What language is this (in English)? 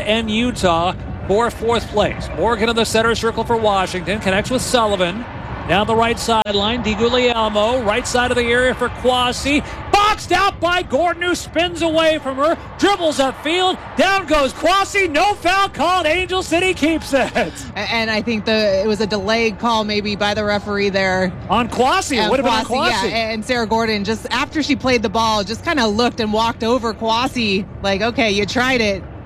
English